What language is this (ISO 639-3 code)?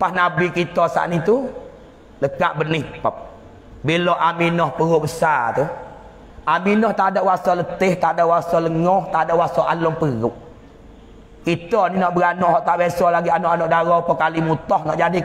msa